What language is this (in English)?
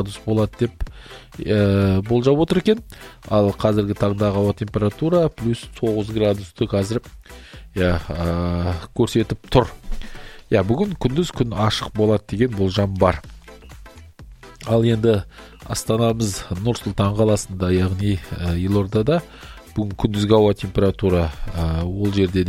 Kazakh